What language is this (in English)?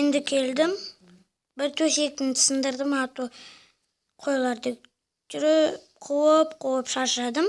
Kazakh